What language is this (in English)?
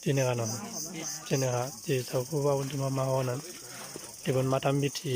Shan